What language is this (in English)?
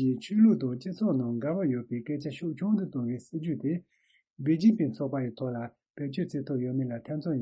Tibetan